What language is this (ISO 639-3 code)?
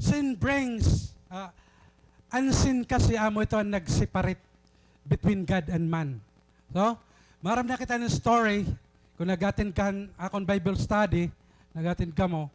war